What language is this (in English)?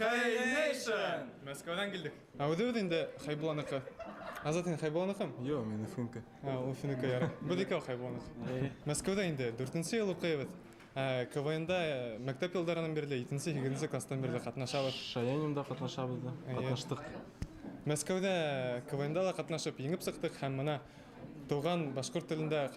Bashkir